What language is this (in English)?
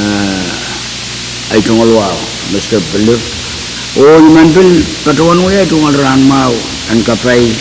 Pohnpeian